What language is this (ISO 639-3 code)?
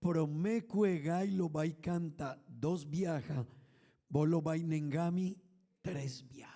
pap